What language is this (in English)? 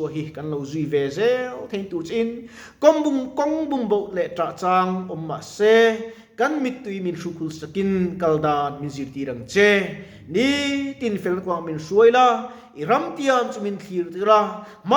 Mizo